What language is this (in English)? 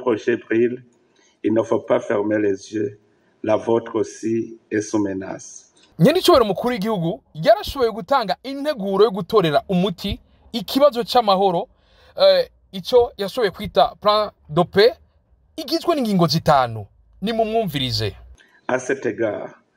Rundi